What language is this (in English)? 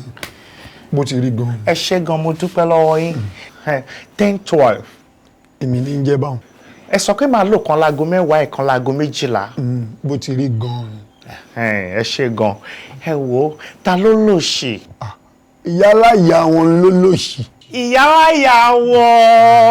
Yoruba